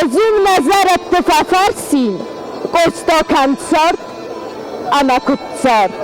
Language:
Ossetic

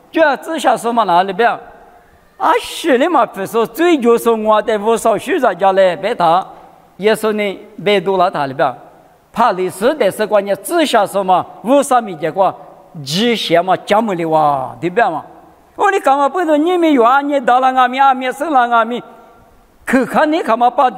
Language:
Lisu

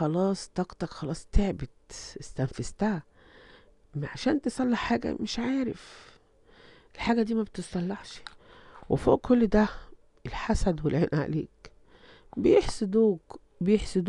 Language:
Egyptian Arabic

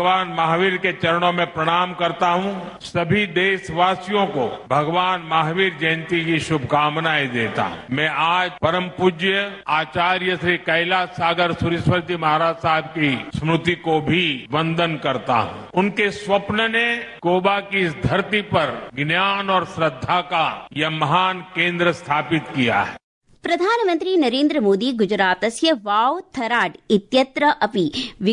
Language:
Sanskrit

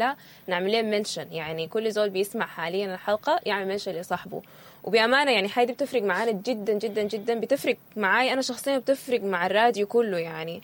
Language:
Sudanese Arabic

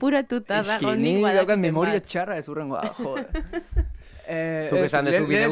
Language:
Basque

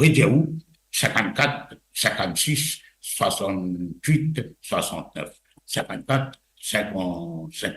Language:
Morisyen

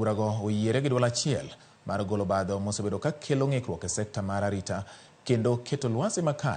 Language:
Luo (Kenya and Tanzania)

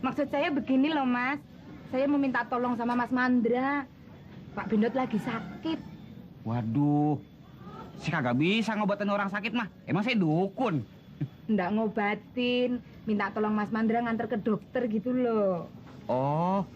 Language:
Betawi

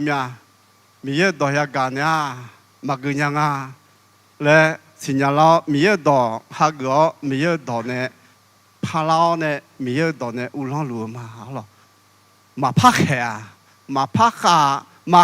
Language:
Akha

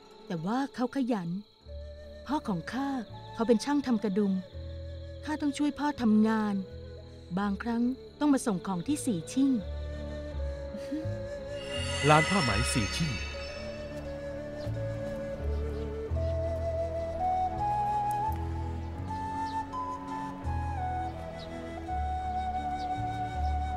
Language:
Thai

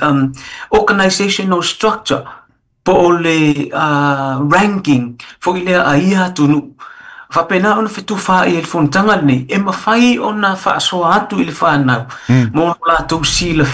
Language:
Samoan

